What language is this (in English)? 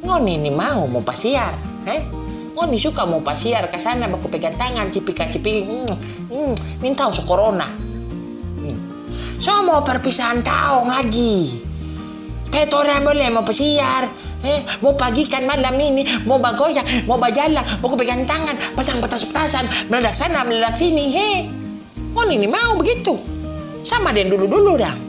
Manado Malay